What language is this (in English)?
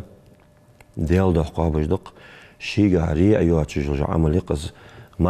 Ingush